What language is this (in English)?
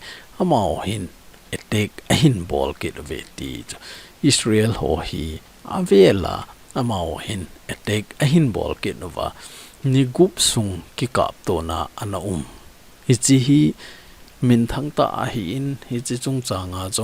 Thado Chin